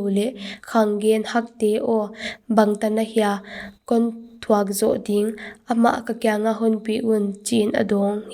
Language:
Paite Chin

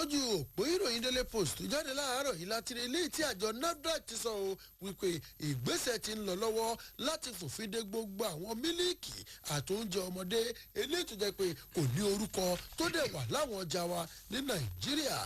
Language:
Yoruba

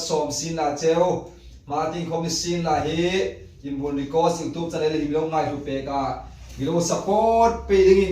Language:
Hmar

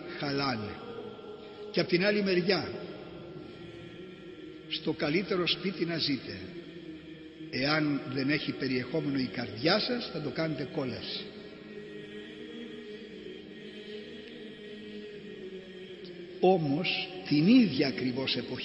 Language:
Greek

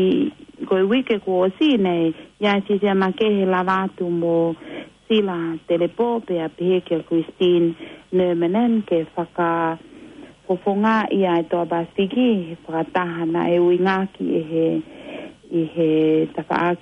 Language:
Tongan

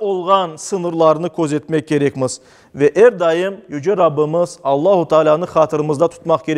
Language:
Crimean Tatar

